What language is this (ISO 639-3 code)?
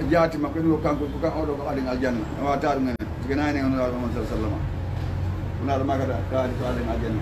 ful